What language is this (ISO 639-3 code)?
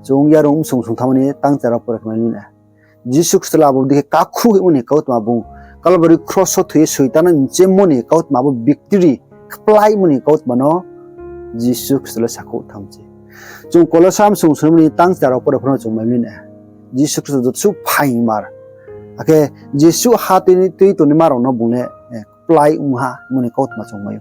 ria